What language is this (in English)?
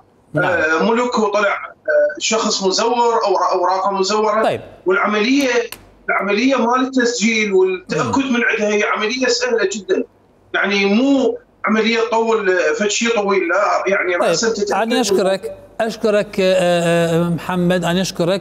Mesopotamian Arabic